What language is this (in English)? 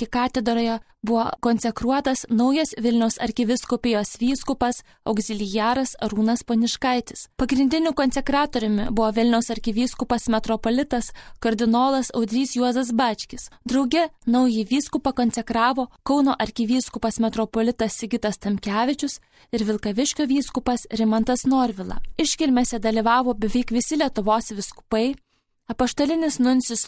Lithuanian